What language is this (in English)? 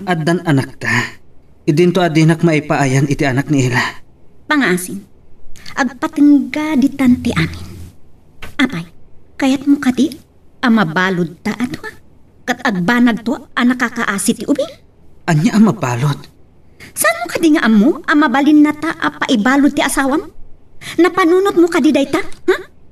Iloko